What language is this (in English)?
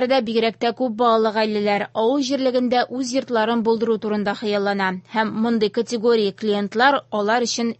Tatar